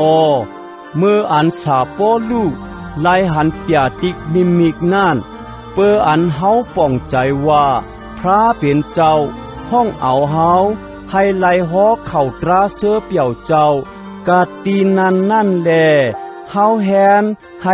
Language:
Shan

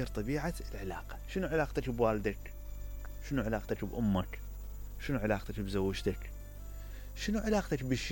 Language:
Mesopotamian Arabic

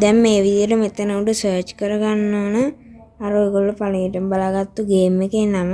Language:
Sinhala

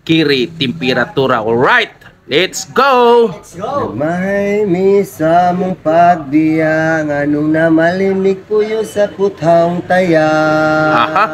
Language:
Cebuano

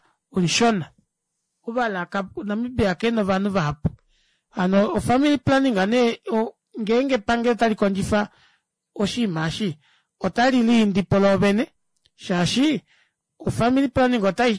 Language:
Kuanyama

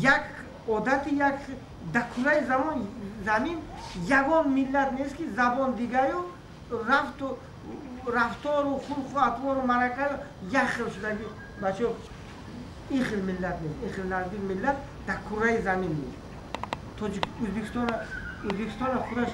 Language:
Tajik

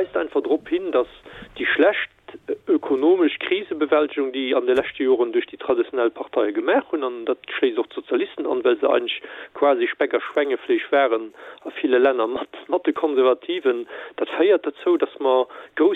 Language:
Luxembourgish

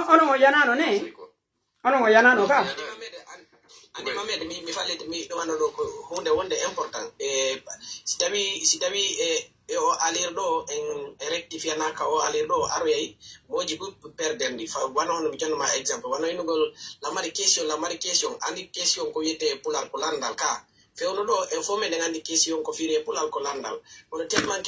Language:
Pular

